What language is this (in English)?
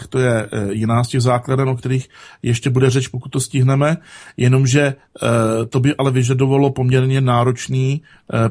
Czech